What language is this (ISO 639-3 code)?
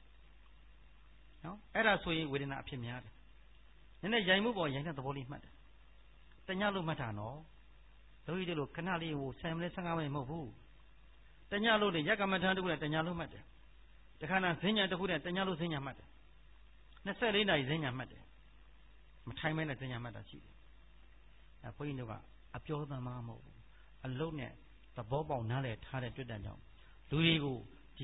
mya